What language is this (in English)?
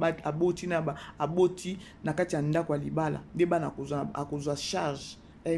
Lingala